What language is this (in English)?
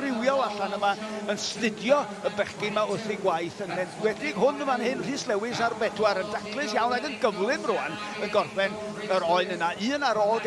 Welsh